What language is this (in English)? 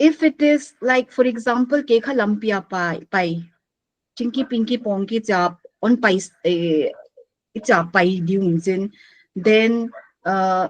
Paite Chin